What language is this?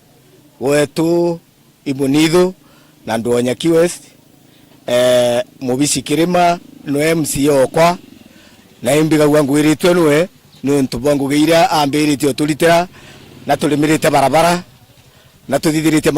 Meru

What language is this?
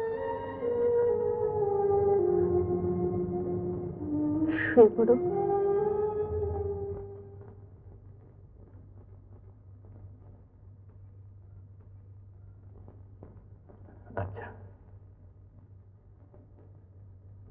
Bangla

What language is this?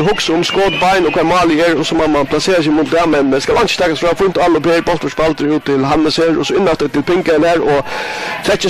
Faroese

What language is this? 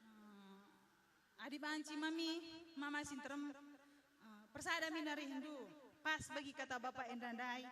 Batak Karo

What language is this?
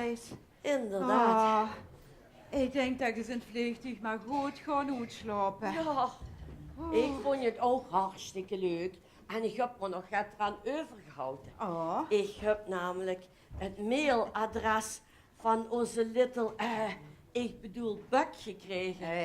Limburgish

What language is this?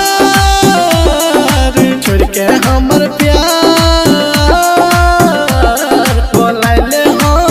Bhojpuri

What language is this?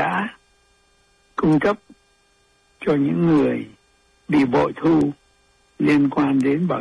Vietnamese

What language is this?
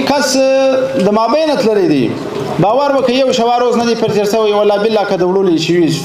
Pashto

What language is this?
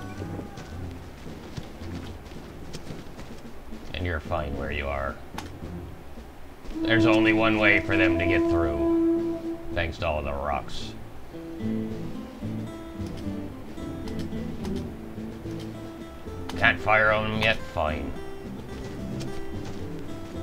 English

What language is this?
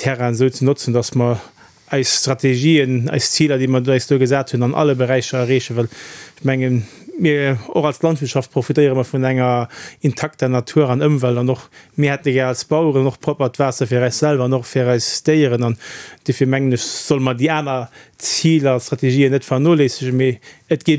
Luxembourgish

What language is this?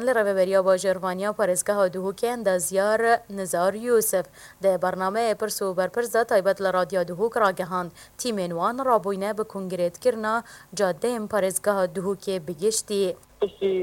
Kurdish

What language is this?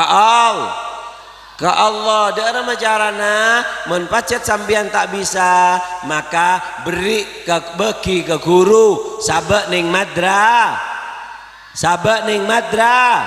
Madurese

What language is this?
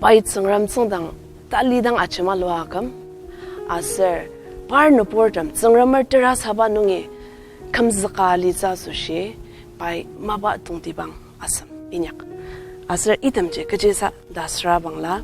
Ao Naga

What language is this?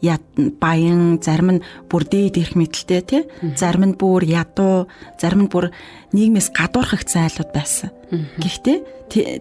Mongolian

